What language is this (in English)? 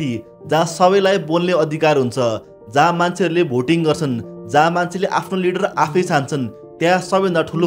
Nepali